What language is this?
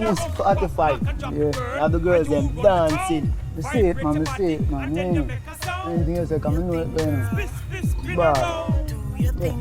Jamaican Creole English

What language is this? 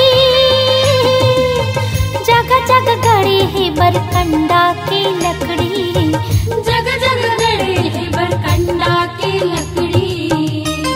Chhattisgarhi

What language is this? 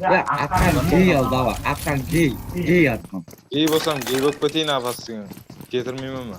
Kara-Kalpak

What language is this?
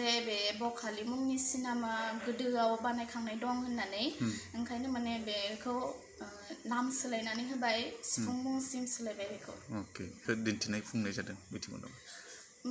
Bodo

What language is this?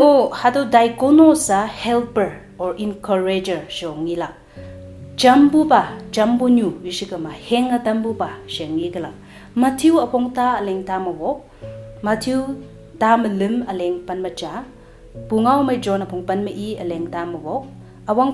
Konyak Naga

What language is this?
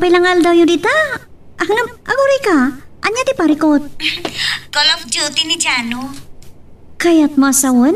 Iloko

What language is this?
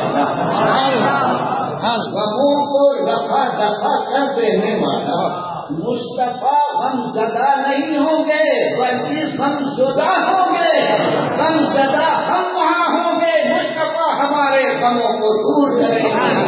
Urdu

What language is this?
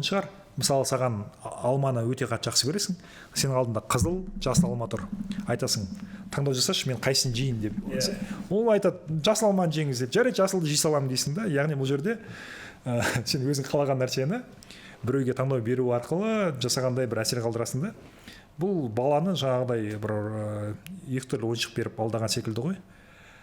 Kazakh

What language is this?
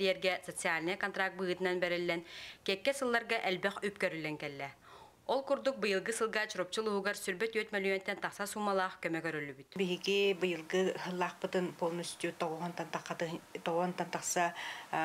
Yakut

